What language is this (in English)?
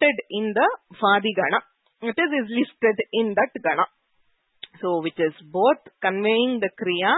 Sanskrit